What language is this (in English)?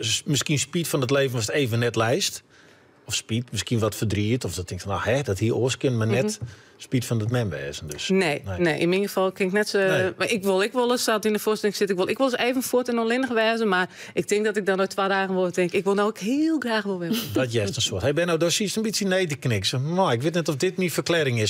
Western Frisian